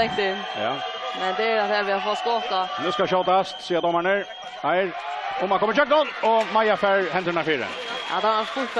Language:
Faroese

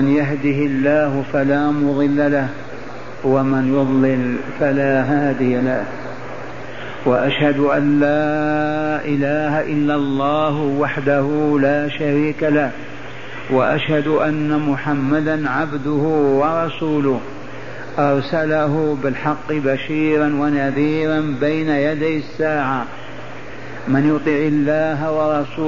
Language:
Arabic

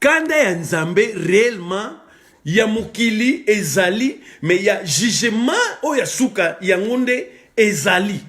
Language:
Lingala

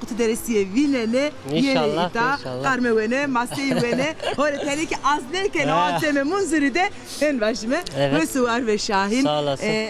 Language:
Zaza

